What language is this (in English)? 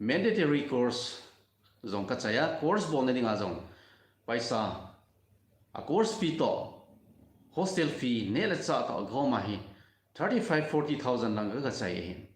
Thado Chin